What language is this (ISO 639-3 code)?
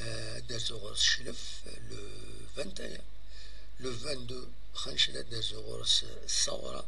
kab